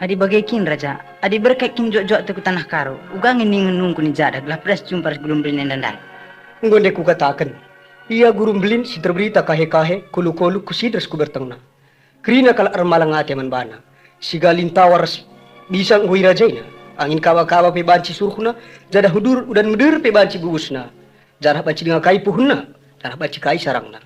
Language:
Batak Karo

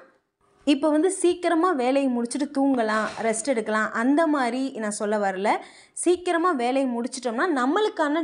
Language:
Tamil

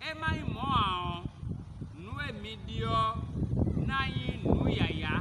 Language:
Fon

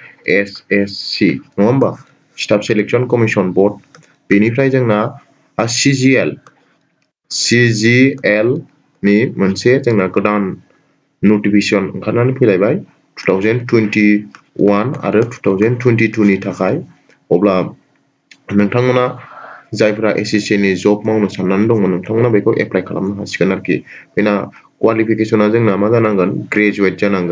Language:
Bodo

